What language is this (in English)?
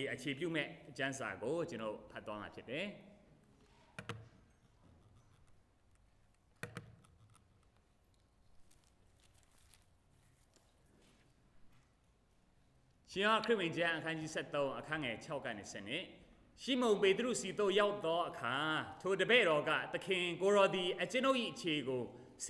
Burmese